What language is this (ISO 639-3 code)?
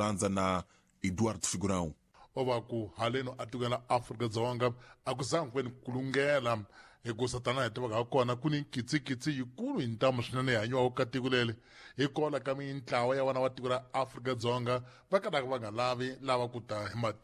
tso